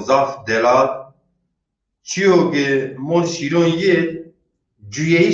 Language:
Zaza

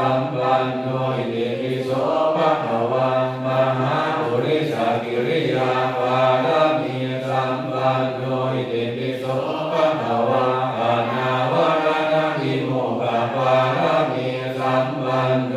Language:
Pali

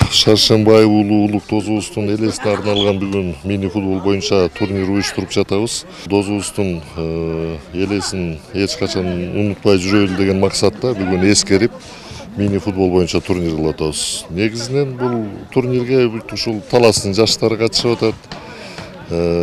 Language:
Kyrgyz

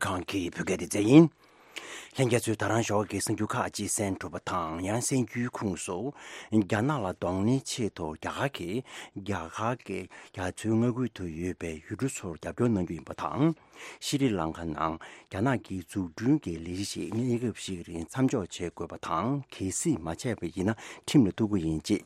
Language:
Tibetan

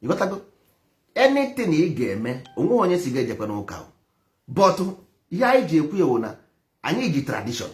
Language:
Igbo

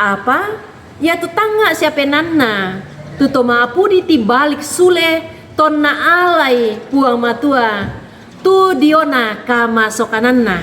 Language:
Toraja-Sa'dan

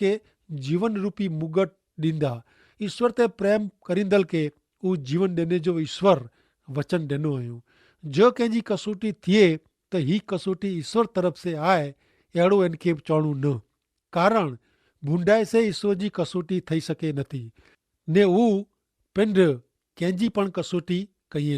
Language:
Kachhi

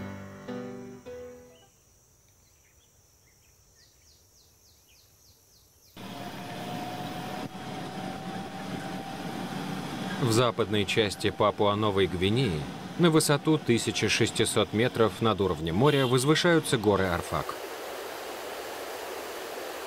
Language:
Russian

